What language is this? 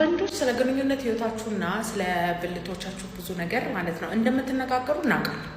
Amharic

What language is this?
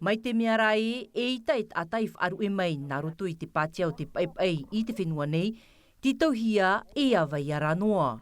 Tahitian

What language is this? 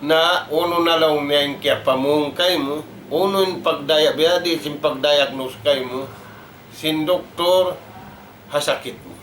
Tausug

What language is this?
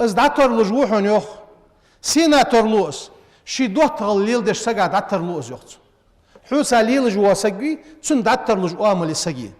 Ingush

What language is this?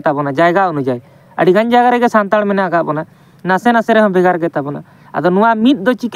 Santali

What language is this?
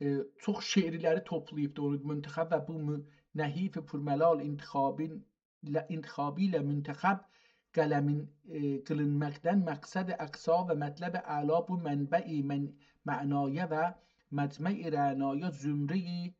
South Azerbaijani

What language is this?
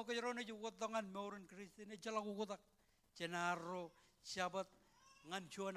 Marshallese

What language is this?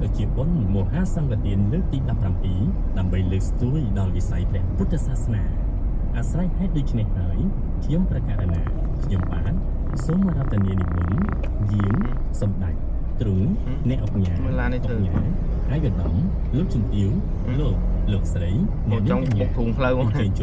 Khmer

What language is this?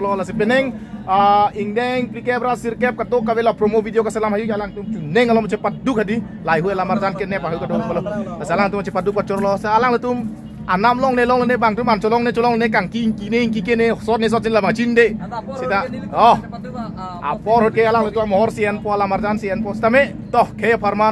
Karbi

